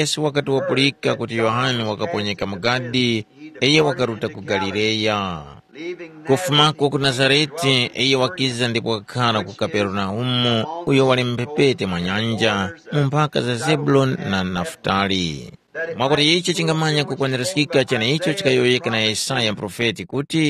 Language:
Tumbuka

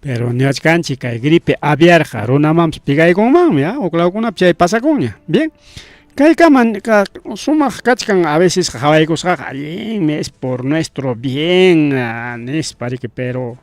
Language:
Ayacucho Quechua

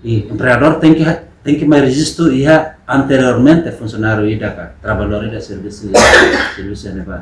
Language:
Tetum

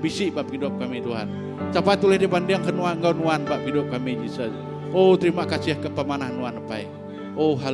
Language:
Iban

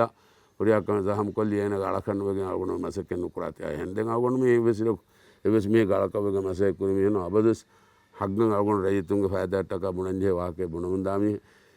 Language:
Divehi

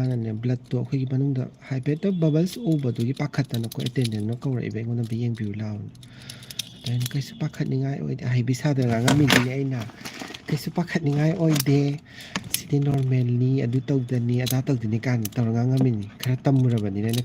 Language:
Manipuri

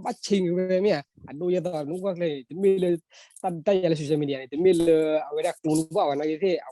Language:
S'gaw Karen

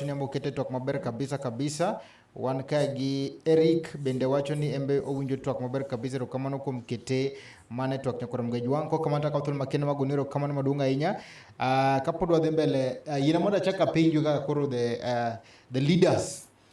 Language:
Luo (Kenya and Tanzania)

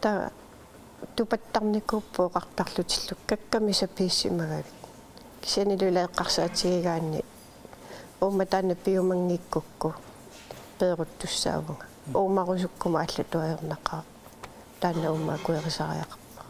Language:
Kalaallisut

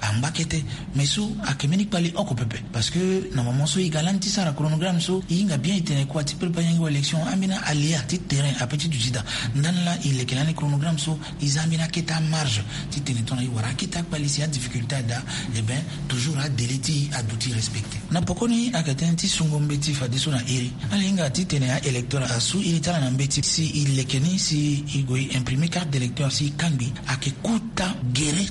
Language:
Sango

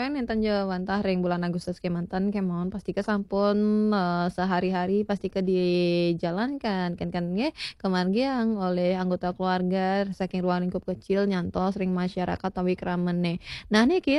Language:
Balinese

